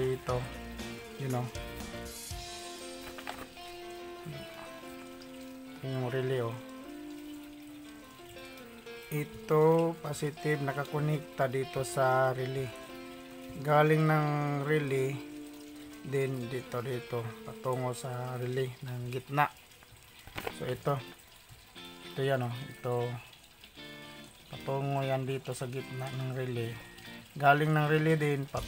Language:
Filipino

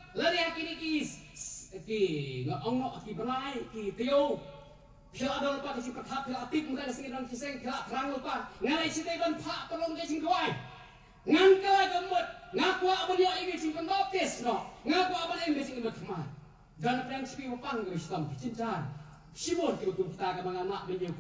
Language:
Khasi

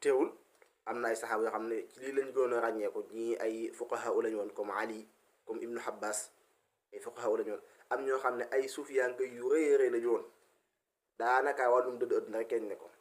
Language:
Wolof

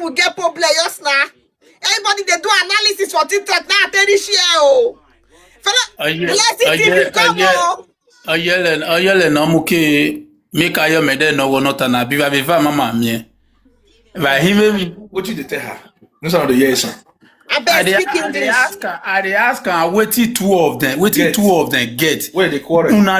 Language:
Nigerian Pidgin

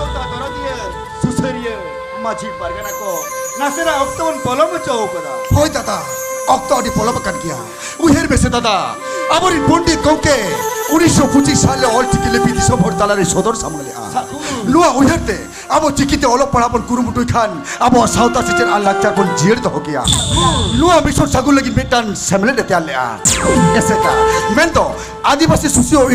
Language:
Santali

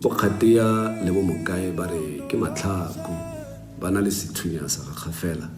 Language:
Tswana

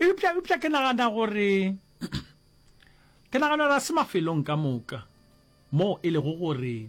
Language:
Northern Sotho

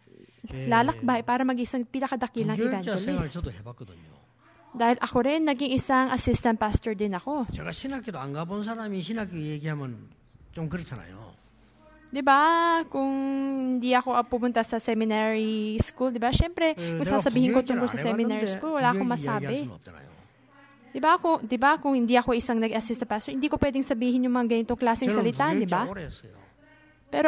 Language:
Filipino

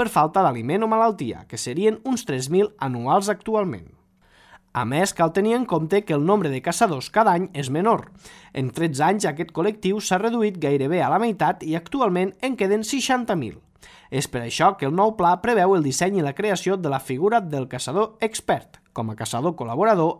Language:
Catalan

